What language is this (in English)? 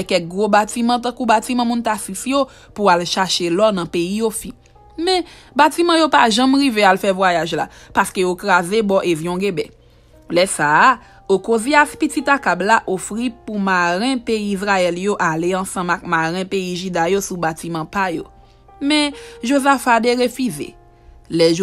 Haitian Creole